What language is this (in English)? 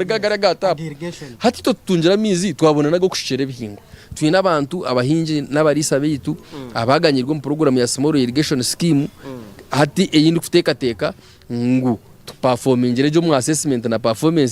Nyankole